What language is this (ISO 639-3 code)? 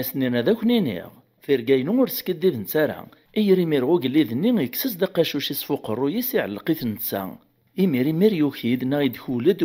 kab